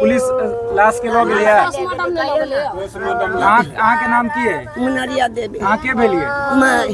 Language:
Maithili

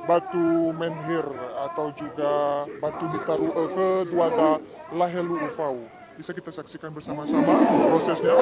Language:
Nias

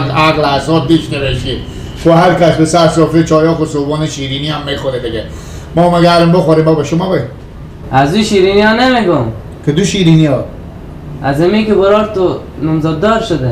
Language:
Persian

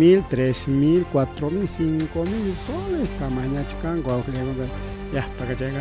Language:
Ayacucho Quechua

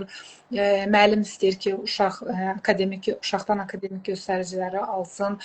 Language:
Azerbaijani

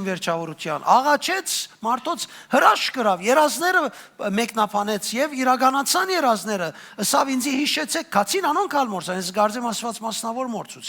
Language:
Western Armenian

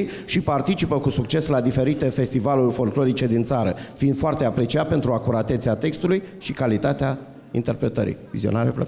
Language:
Romanian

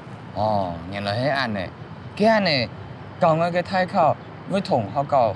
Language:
Hakka Chinese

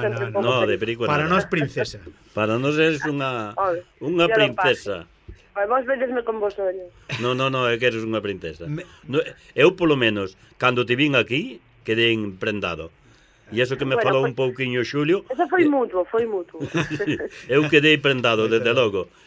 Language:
Galician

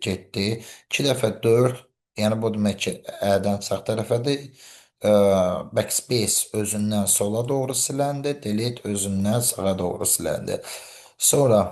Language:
Azerbaijani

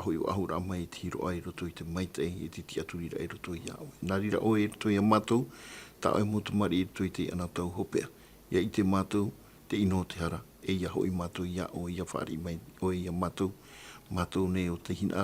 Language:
Tahitian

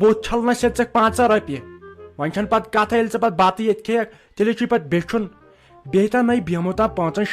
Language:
Kashmiri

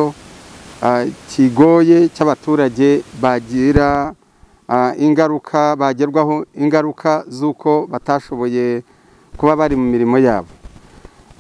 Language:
Kinyarwanda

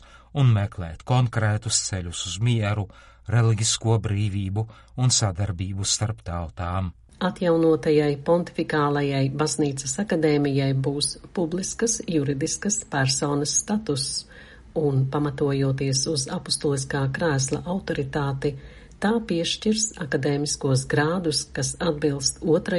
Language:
Latvian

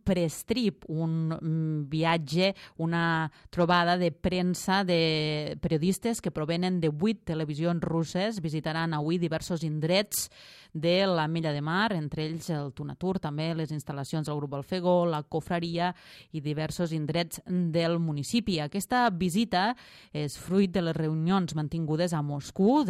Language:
Catalan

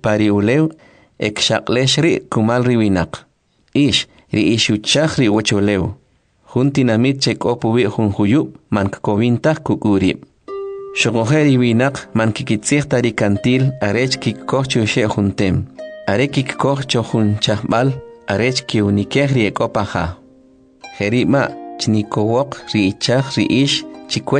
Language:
Kʼicheʼ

